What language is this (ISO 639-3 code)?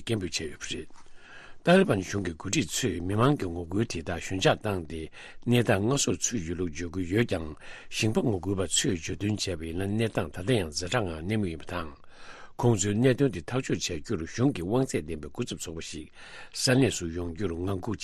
bod